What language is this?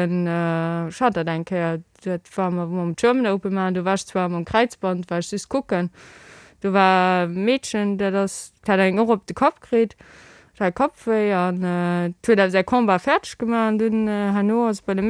Luxembourgish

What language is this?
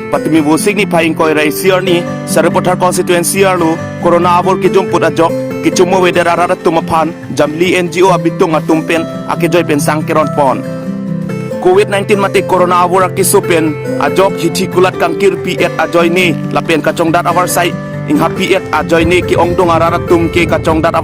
Karbi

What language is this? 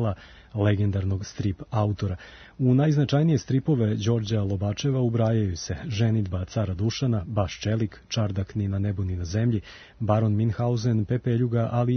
Serbian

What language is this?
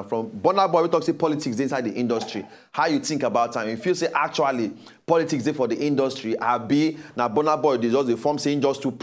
Nigerian Pidgin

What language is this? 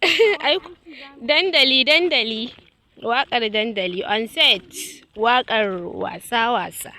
Hausa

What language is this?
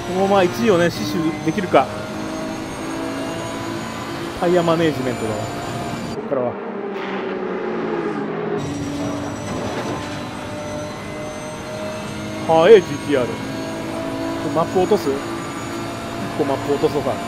Japanese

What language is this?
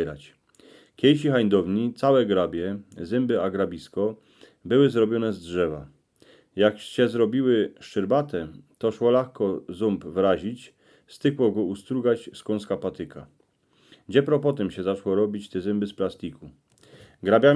Silesian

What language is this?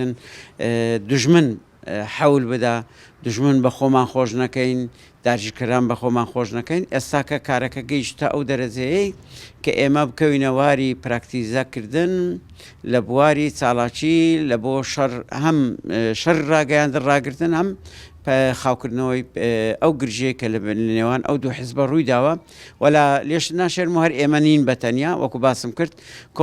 Central Kurdish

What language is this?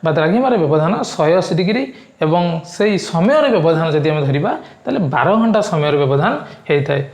Odia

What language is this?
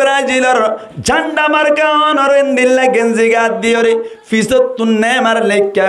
Rohingya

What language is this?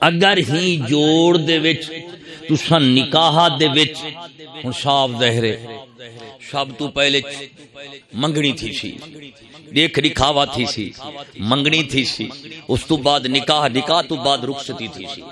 Saraiki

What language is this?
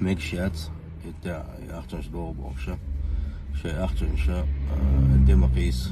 Chechen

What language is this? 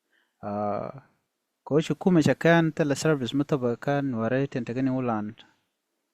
Nuer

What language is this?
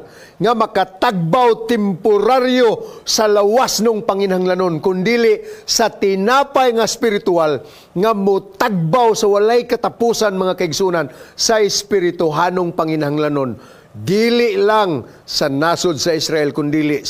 Cebuano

